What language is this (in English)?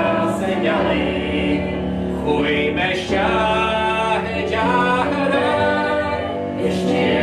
Irish